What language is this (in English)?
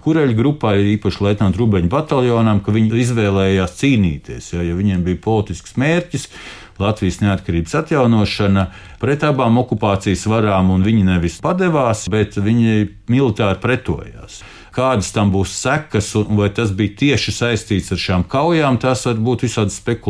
Latvian